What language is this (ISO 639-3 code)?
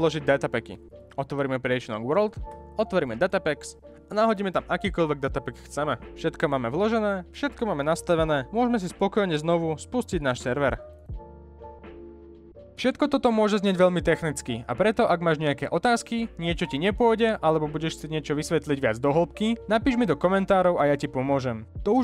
slk